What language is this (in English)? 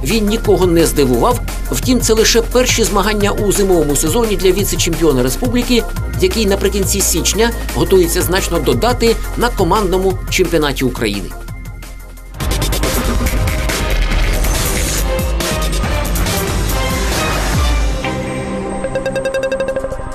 Ukrainian